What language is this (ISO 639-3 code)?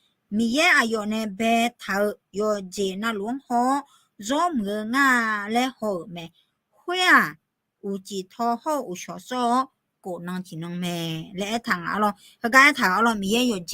ahk